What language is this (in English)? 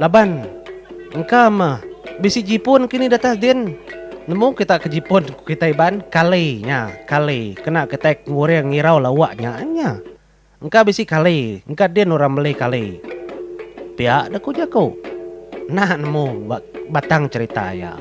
Iban